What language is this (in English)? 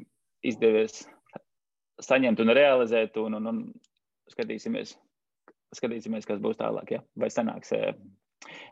Latvian